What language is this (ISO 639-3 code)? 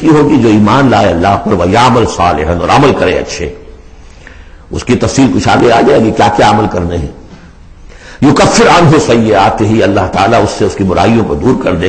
urd